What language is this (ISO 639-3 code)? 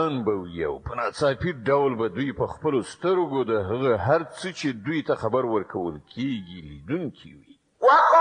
pus